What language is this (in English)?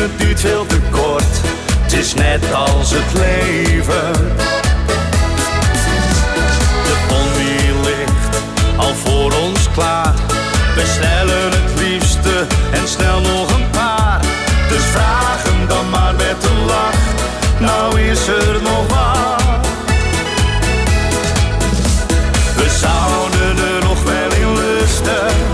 Dutch